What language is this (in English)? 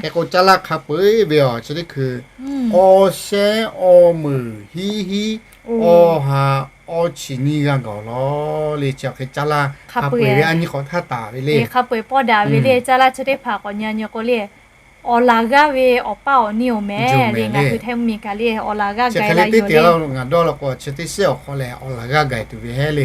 Lahu